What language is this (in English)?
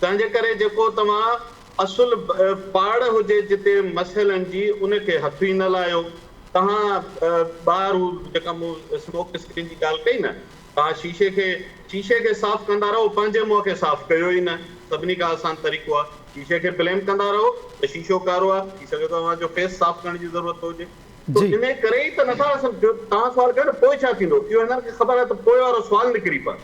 Sindhi